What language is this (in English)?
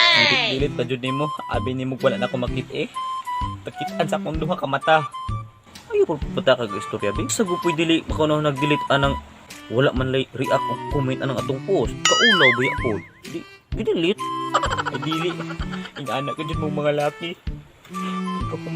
Cebuano